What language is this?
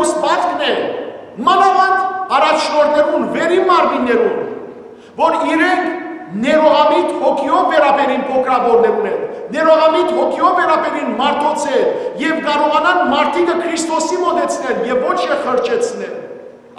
Western Armenian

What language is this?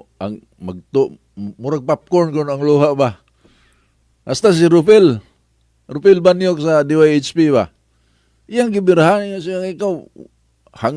Cebuano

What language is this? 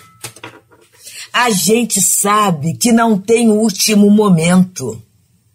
Portuguese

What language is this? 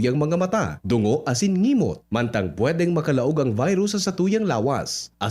Bikol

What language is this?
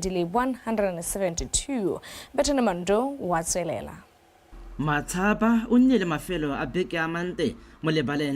Tswana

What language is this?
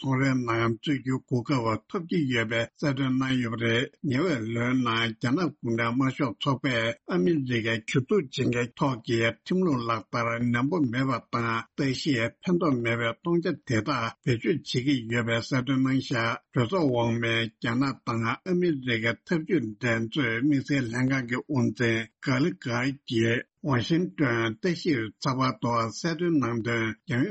Tibetan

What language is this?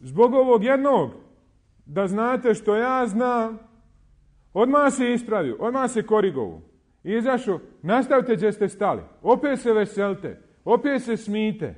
Bosnian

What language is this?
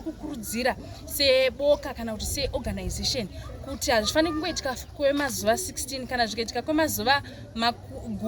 Shona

